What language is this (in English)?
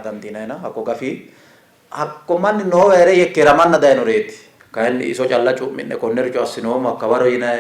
Sidamo